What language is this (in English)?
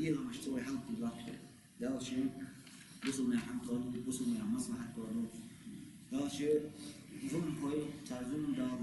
Ingush